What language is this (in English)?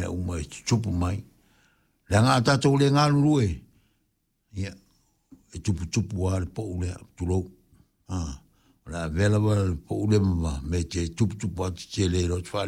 Samoan